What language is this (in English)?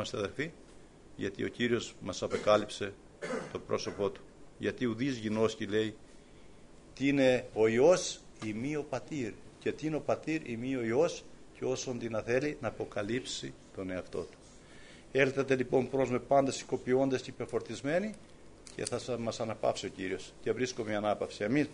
Greek